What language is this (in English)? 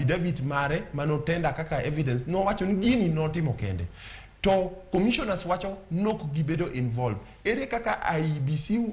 Luo (Kenya and Tanzania)